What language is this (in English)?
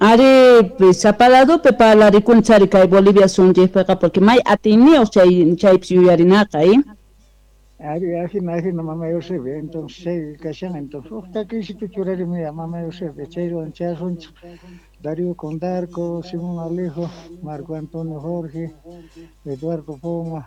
South Bolivian Quechua